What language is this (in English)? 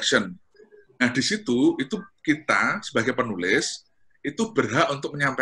Indonesian